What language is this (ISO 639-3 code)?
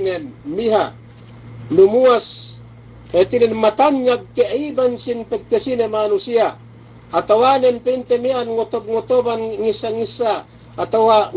yka